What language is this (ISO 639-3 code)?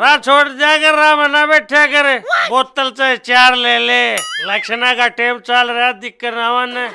bgc